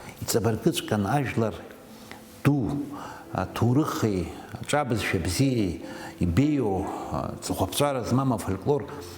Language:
Abkhazian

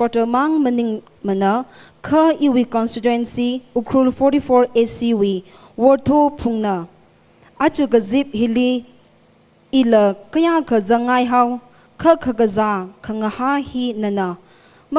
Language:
Tangkhul Naga (India)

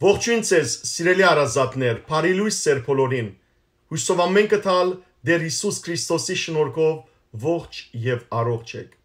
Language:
Western Armenian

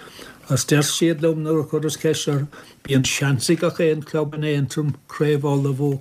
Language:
Irish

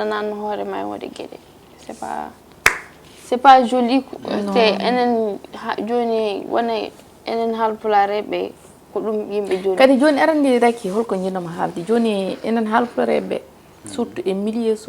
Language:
Fula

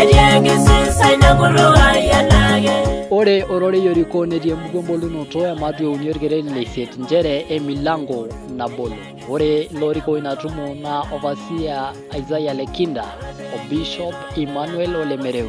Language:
Masai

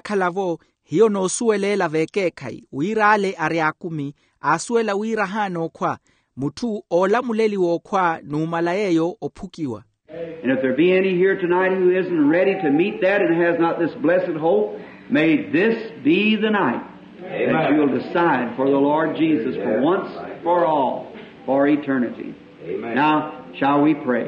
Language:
Makhuwa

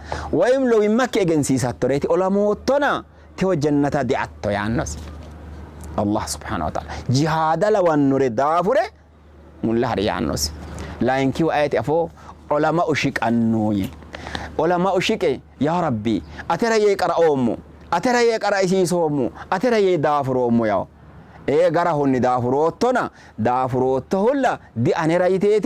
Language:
Sidamo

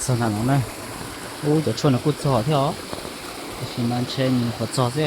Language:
Hmong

